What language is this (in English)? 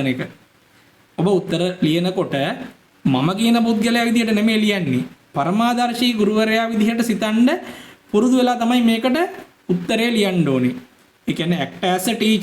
Sinhala